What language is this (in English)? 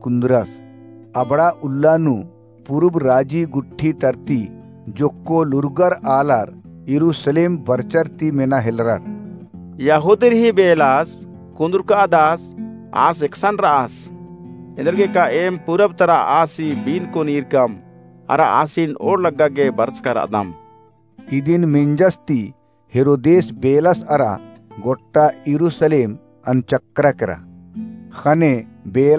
Kurukh